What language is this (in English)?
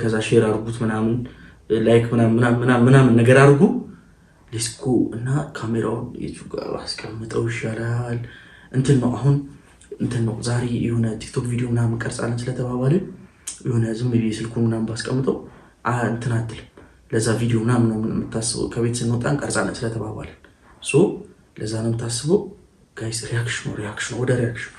Amharic